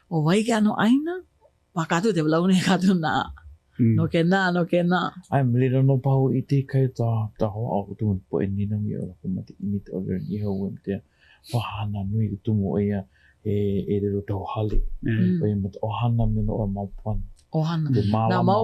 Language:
Hawaiian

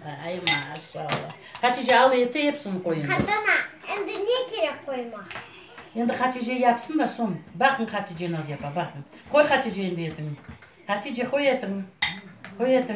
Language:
Crimean Tatar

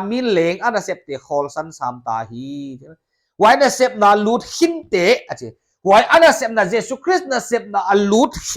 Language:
Paite Chin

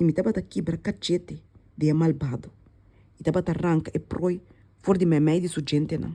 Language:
Papiamento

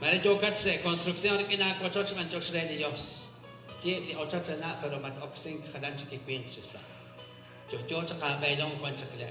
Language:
Kekchí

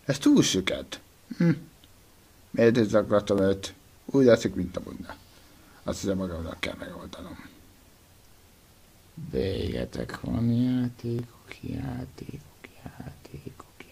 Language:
Hungarian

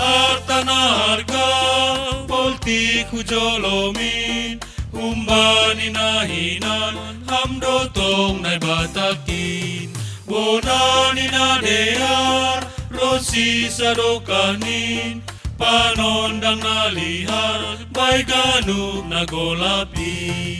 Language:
Batak Simalungun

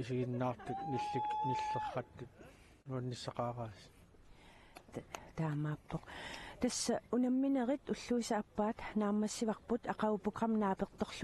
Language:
Kalaallisut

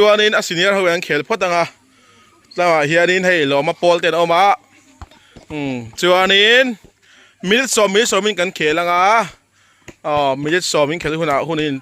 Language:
Mizo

